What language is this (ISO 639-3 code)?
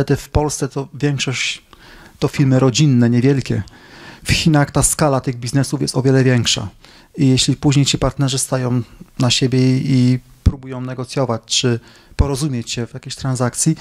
pol